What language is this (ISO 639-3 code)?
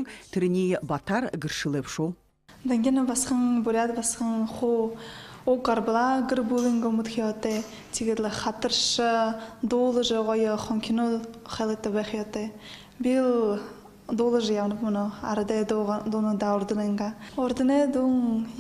bua